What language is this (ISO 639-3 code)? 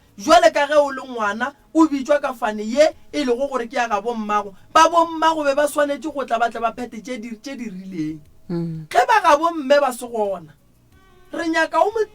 nso